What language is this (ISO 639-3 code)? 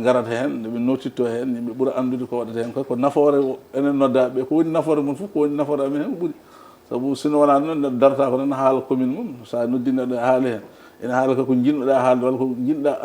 ful